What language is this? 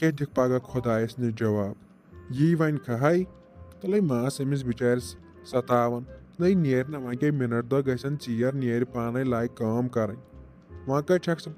Kashmiri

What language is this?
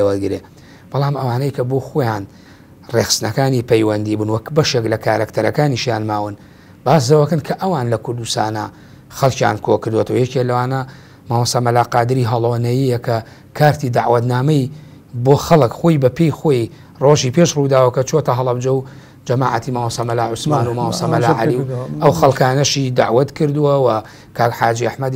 Central Kurdish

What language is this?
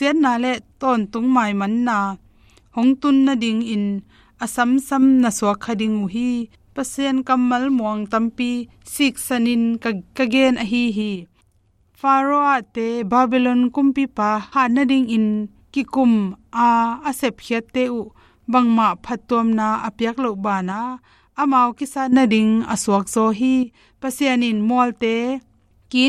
Tedim Chin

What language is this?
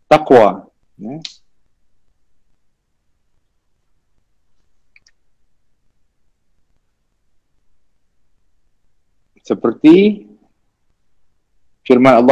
Malay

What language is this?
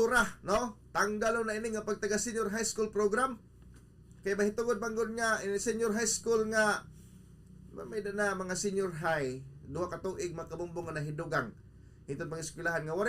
Waray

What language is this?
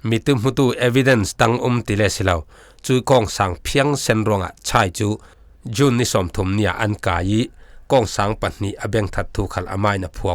Falam Chin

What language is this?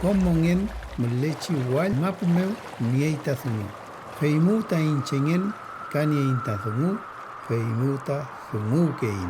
Mapuche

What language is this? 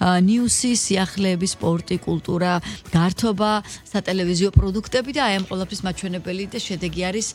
Georgian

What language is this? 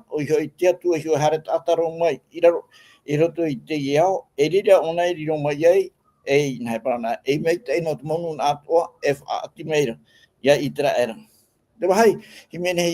Tahitian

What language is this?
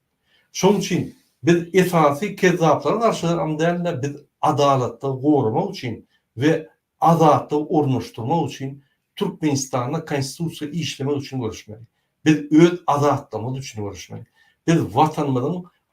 Turkmen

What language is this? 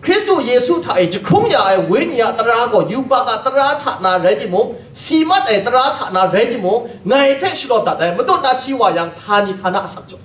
Kachin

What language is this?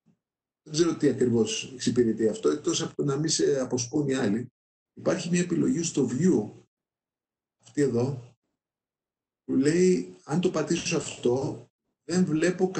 Greek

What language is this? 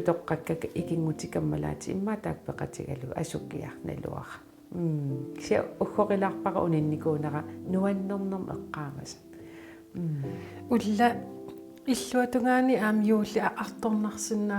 Kalaallisut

